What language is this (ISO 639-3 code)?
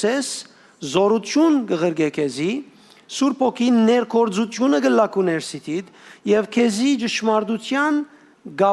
hyw